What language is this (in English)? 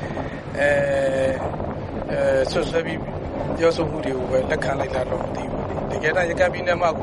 Burmese